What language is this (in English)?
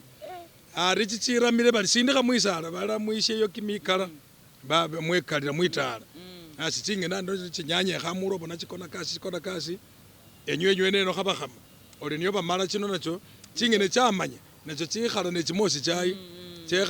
Masaaba